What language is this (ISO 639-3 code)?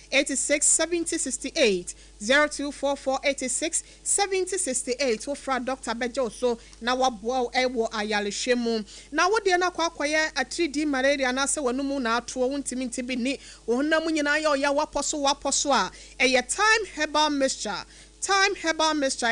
aka